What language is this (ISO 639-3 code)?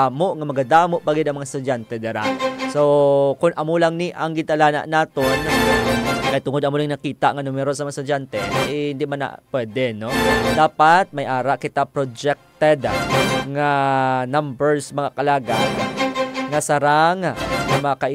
hil